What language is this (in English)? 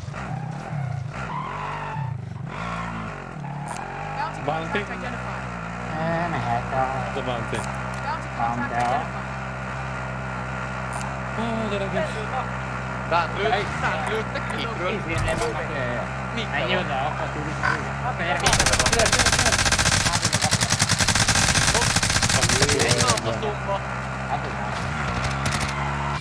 Hungarian